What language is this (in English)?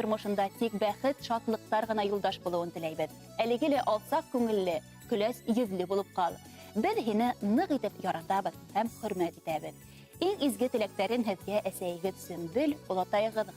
Bashkir